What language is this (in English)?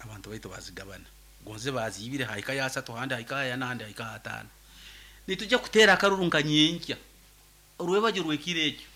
Nyoro